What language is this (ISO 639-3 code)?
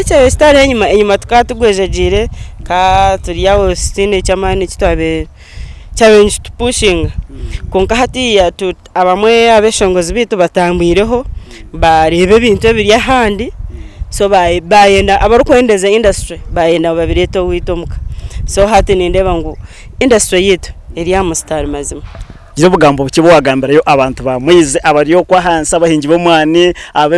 nyn